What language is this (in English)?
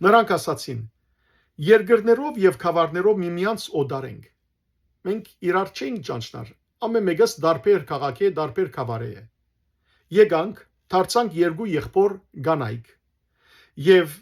Western Armenian